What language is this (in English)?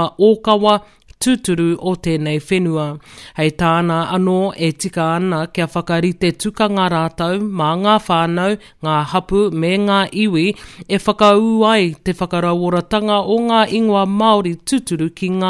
Māori